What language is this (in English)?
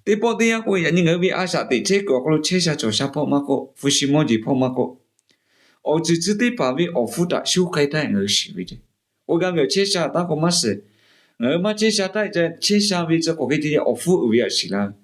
Lahu